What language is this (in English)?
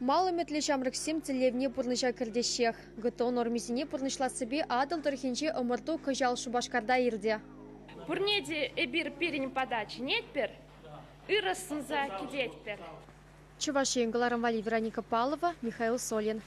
Chuvash